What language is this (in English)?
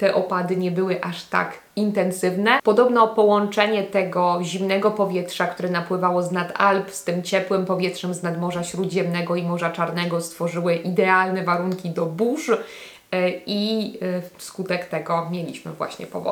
Polish